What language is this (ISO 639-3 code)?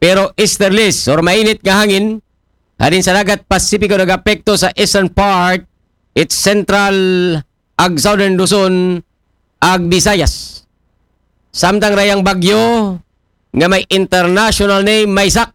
akl